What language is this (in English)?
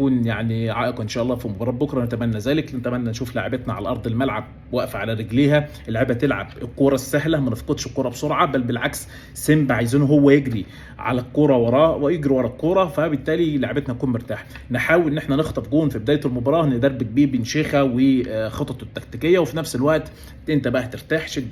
Egyptian Arabic